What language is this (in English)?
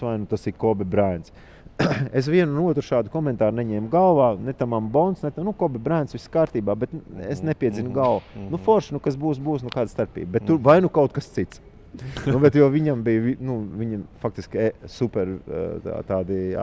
Latvian